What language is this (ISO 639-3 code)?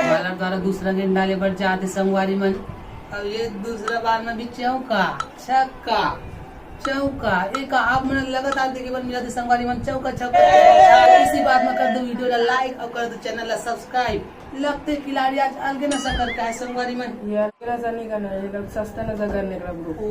hne